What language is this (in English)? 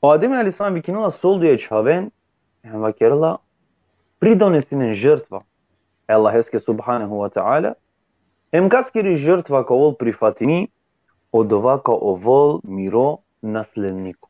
Balkan Romani